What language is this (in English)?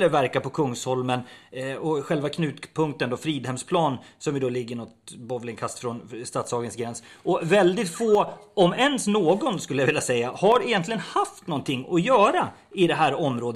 Swedish